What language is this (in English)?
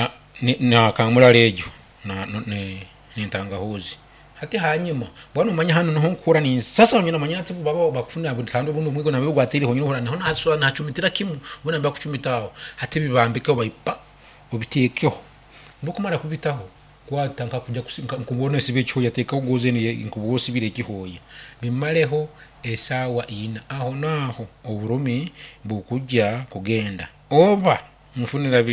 Nyoro